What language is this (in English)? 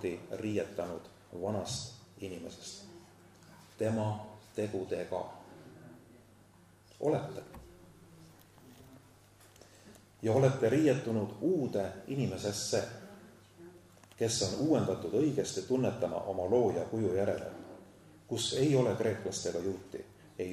Estonian